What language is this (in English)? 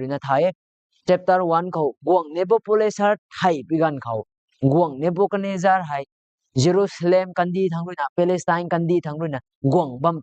Rongmei Naga